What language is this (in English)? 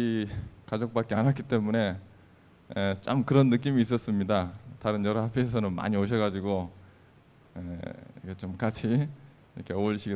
Korean